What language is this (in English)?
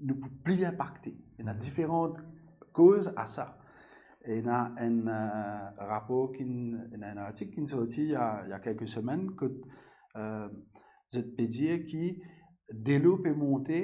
Morisyen